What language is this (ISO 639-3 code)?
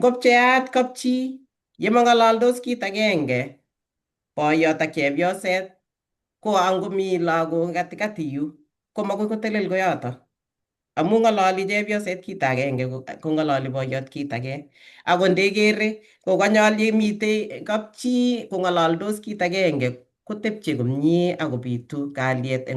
kln